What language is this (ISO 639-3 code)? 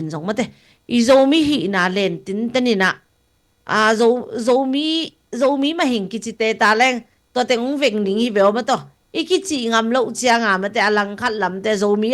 ctd